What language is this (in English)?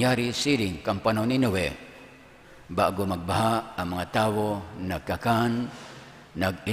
Bikol